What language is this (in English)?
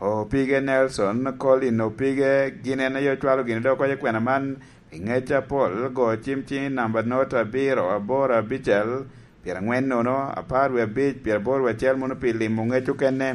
Lango (Uganda)